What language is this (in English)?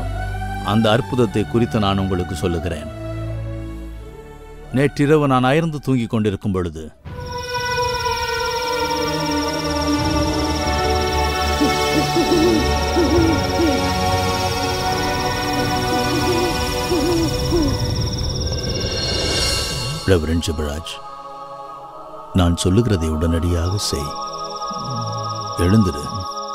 Tamil